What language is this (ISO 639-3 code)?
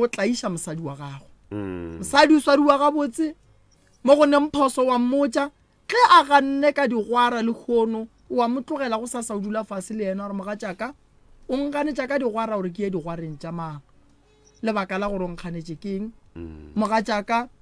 nso